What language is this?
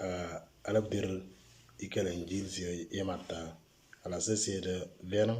Moro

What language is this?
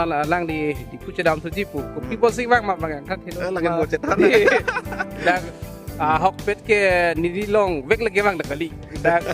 Karbi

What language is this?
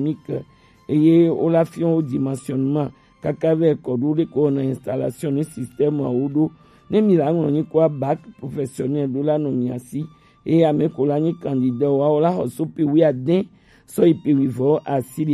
Gen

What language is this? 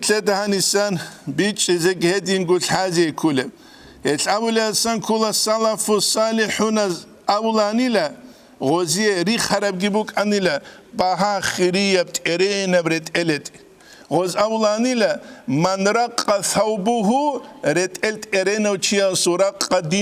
Avaric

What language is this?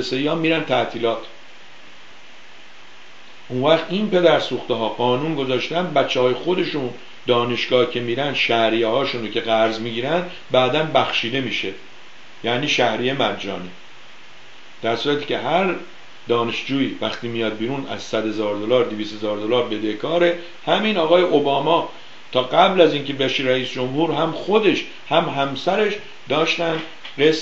Persian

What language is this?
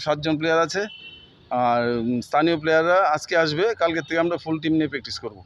Kok Borok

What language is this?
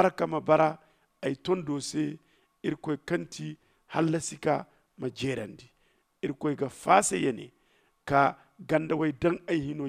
Zarma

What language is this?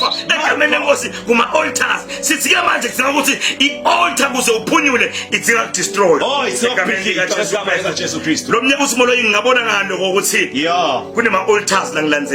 Zulu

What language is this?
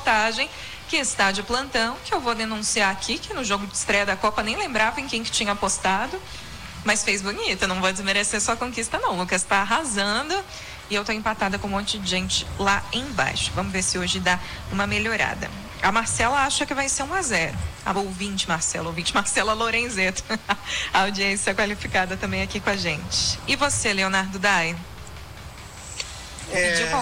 Portuguese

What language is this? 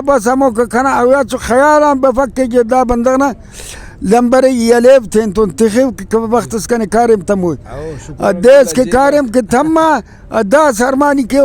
Brahui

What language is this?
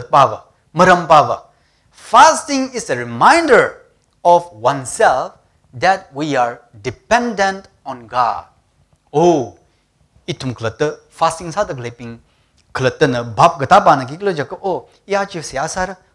Tangkhul Naga (India)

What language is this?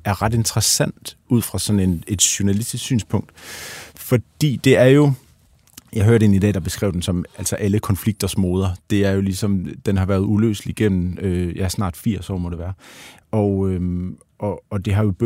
Danish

